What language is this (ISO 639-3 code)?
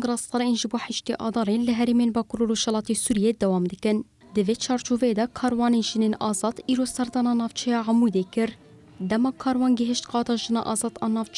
kur